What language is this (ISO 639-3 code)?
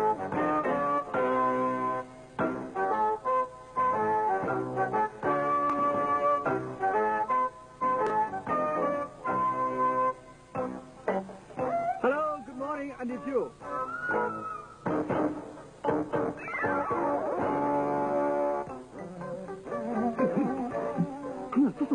mya